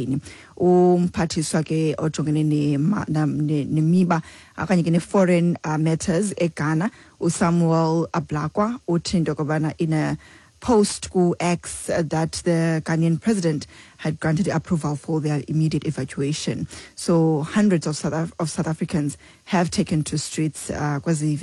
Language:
Xhosa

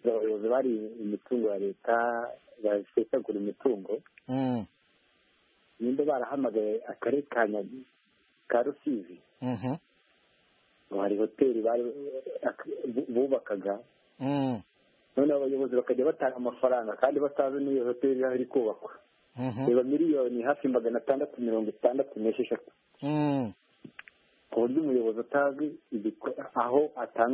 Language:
Kinyarwanda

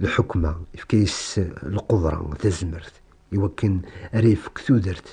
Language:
Kabyle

